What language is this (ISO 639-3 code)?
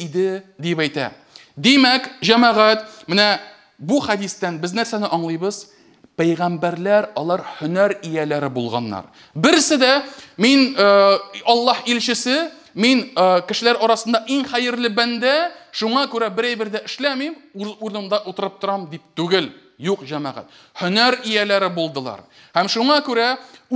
tat